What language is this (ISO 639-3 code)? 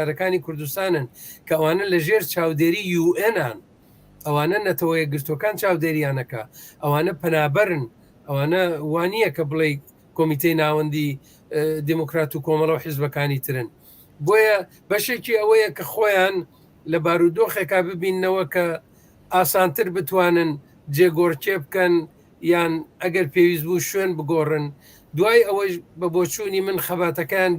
ckb